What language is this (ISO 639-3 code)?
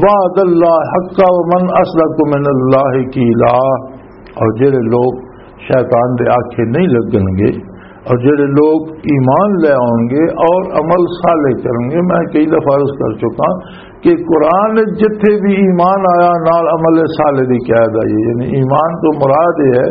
lah